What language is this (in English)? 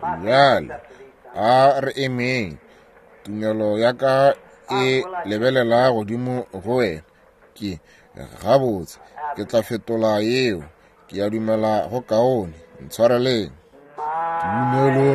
Northern Sotho